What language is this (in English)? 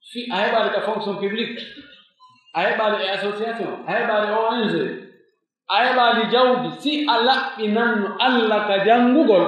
Pular